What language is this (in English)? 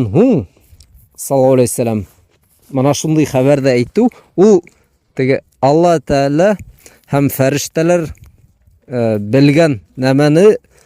Bashkir